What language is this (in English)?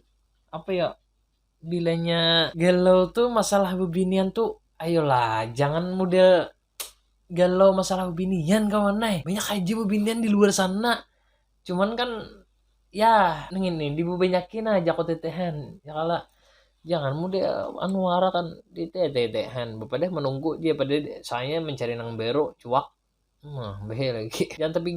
Banjar